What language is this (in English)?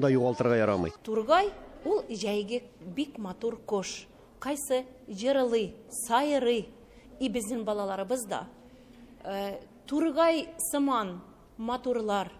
Tatar